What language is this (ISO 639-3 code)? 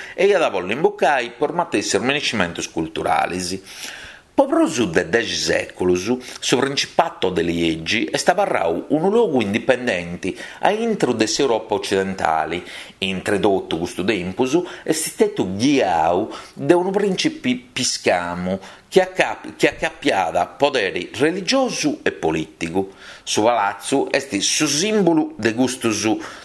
srd